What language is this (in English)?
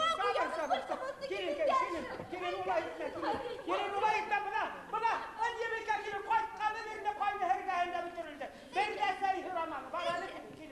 Bashkir